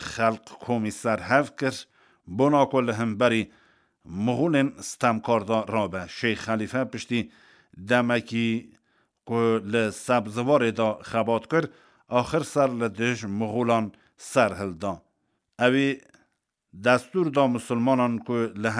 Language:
Kurdish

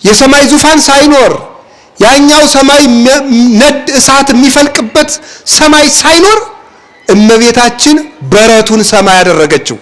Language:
Amharic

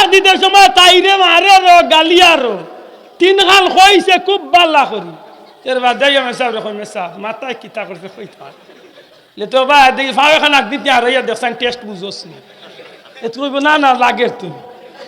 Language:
Sylheti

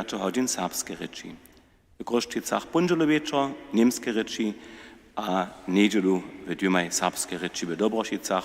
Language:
Upper Sorbian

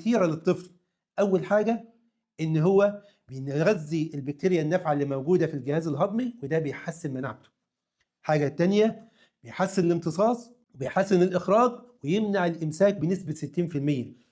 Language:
Egyptian Arabic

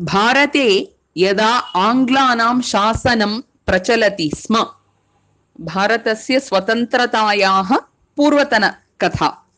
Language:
Sanskrit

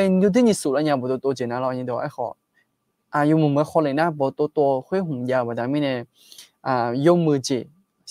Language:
Akha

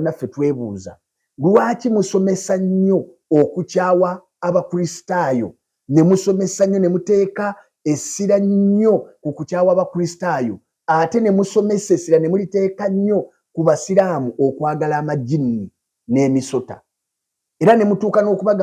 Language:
Ganda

